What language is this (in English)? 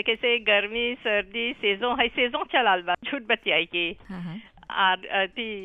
Bhojpuri